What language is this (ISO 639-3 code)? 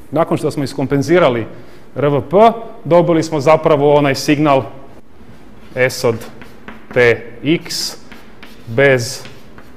hrv